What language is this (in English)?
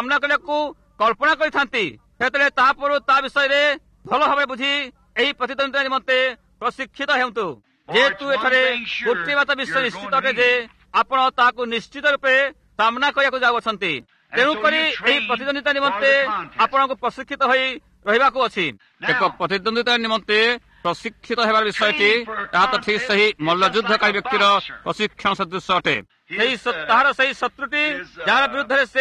Odia